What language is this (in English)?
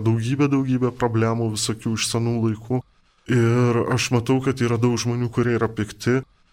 Lithuanian